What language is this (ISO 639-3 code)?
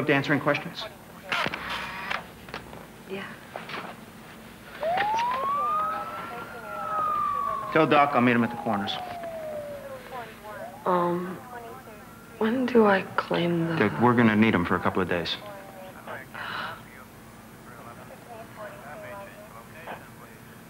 eng